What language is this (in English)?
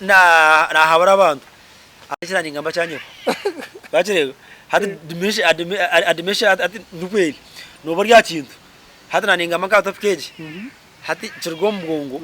Nyankole